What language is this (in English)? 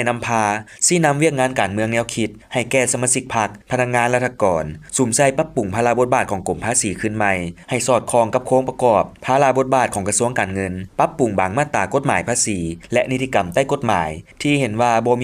Lao